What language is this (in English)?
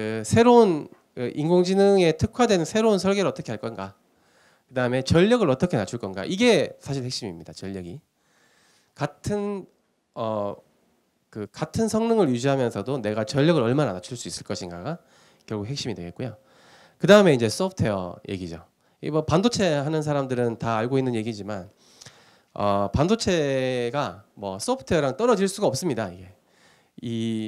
Korean